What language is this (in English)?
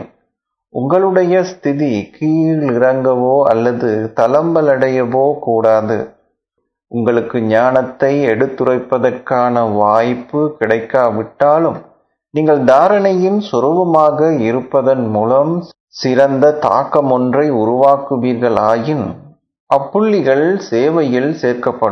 Tamil